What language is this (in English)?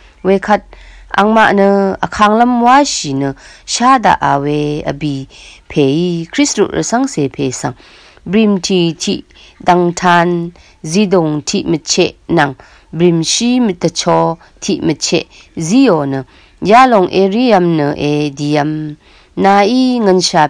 Rawang